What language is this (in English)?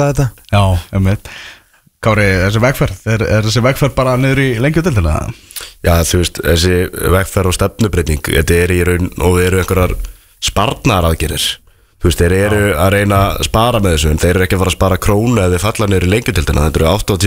Icelandic